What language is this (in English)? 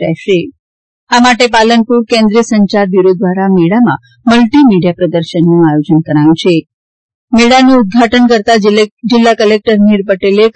Gujarati